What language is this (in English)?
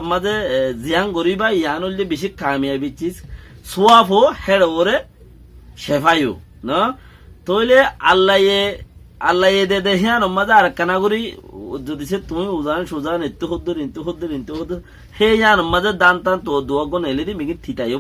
Rohingya